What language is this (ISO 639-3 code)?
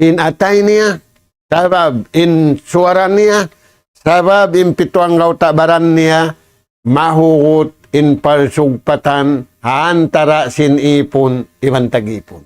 tsg